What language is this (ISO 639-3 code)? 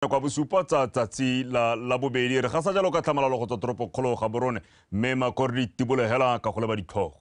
tsn